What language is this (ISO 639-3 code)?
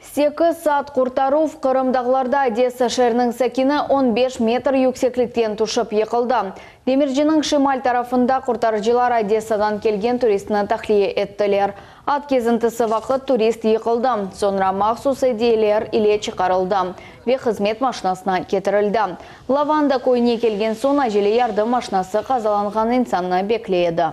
crh